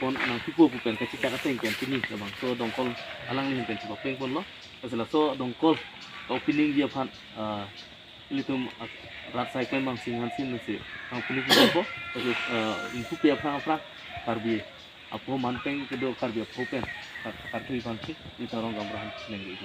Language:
Karbi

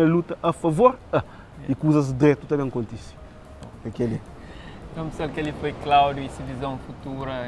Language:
Kabuverdianu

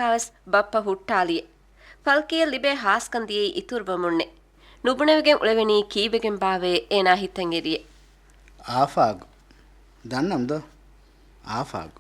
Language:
Divehi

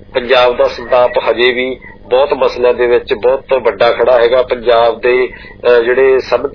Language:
Punjabi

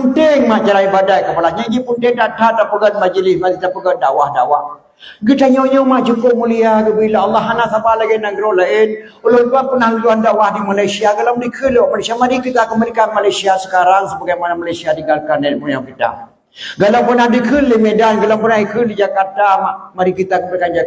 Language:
Achinese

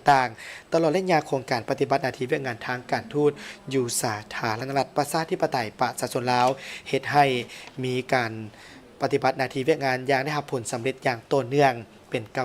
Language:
Lao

